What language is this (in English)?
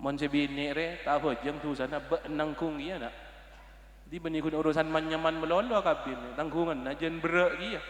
Madurese